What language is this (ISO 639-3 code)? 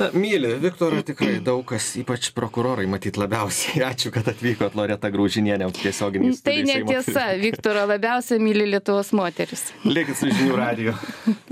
lit